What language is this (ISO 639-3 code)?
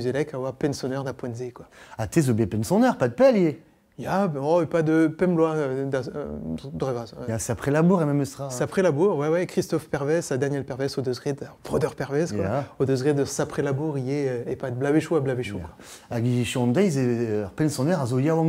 bre